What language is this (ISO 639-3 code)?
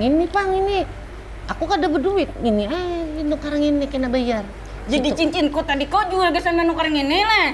bjn